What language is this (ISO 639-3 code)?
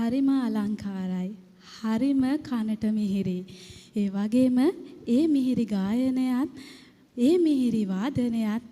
sin